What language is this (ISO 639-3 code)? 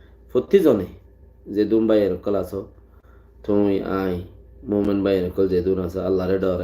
rhg